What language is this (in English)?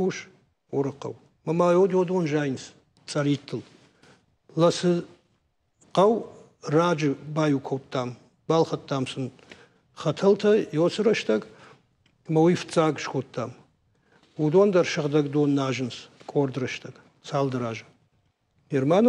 Ossetic